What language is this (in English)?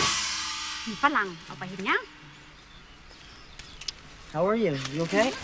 Thai